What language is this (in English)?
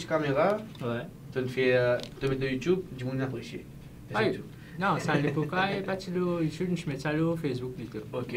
Morisyen